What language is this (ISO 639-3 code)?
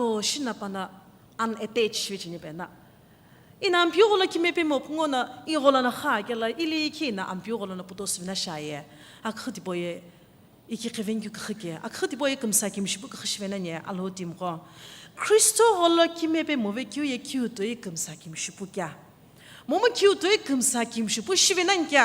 nsm